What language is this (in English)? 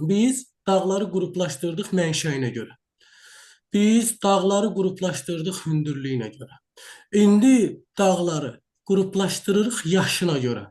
Azerbaijani